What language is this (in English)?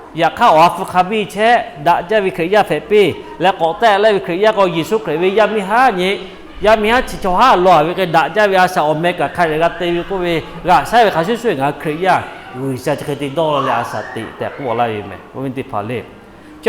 Lahu